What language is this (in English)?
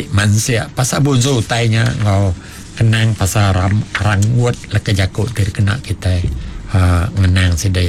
Iban